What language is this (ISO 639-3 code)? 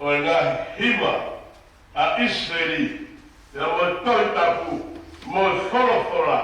ton